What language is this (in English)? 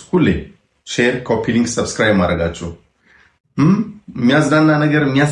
Amharic